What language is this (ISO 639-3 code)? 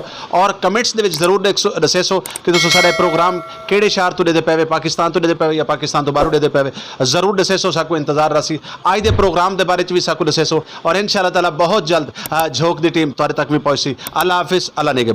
skr